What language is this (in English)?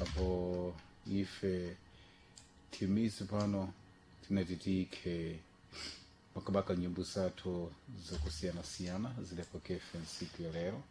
Sena